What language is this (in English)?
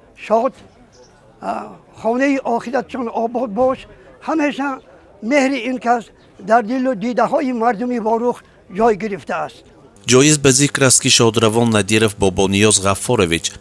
Tajik